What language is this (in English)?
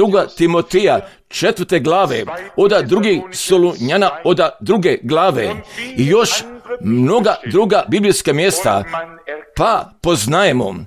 Croatian